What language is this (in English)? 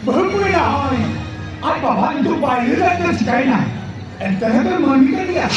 Santali